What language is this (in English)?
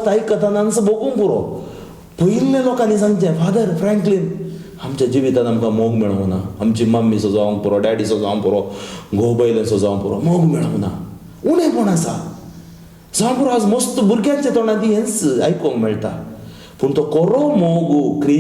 Konkani